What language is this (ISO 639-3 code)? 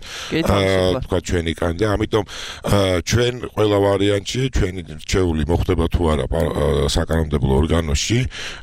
kat